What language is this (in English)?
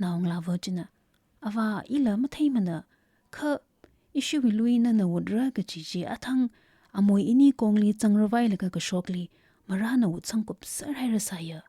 Tangkhul Naga (India)